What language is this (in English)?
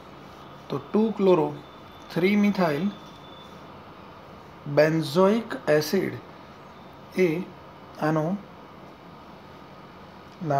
Gujarati